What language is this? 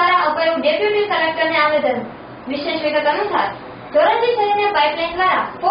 Gujarati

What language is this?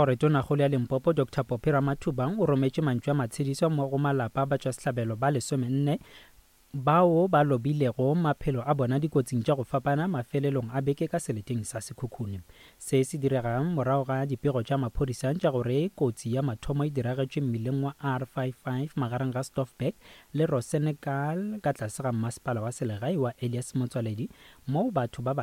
Northern Sotho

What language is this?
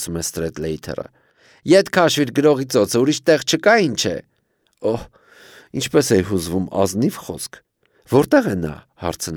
Armenian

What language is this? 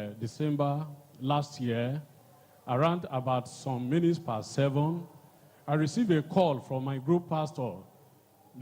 Ewe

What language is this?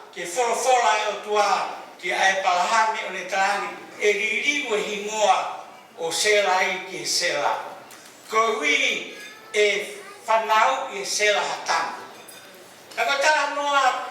Tongan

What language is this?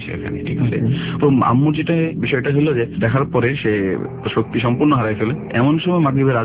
Bangla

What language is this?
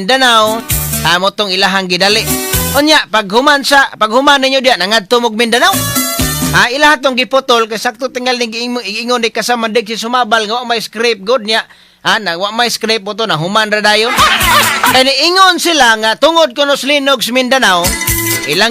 Cebuano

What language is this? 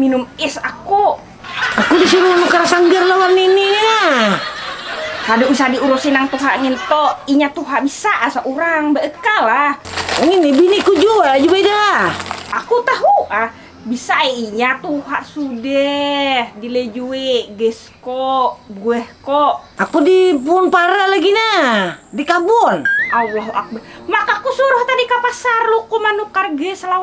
Banjar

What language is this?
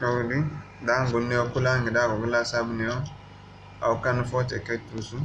Zarma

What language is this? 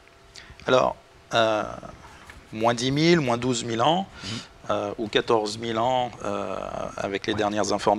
French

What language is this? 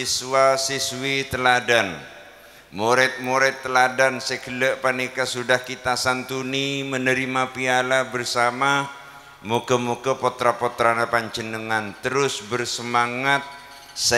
Madurese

